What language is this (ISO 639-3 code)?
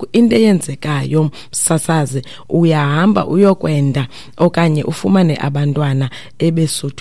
xho